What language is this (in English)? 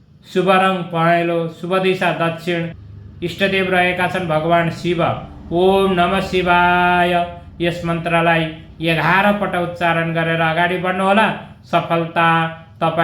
Nepali